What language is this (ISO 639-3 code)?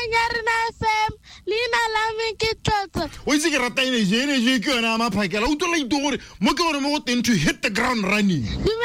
tsn